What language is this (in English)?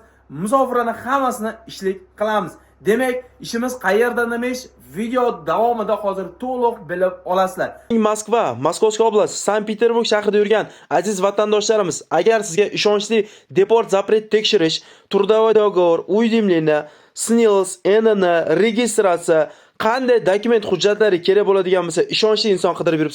Uzbek